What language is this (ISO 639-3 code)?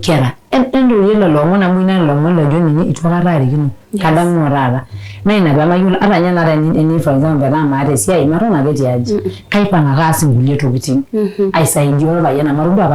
mas